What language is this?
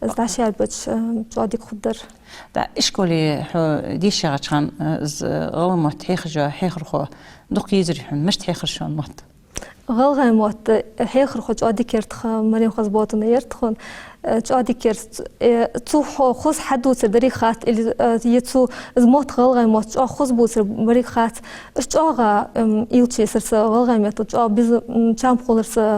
Ingush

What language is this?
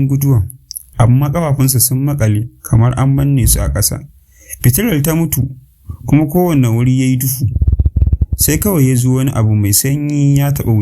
Hausa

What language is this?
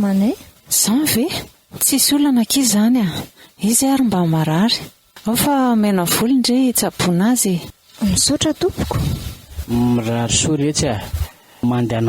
Malagasy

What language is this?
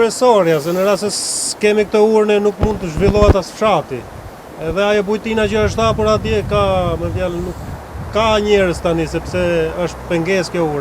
Albanian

